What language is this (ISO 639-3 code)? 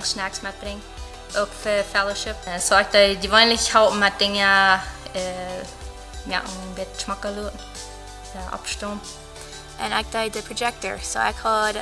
pdt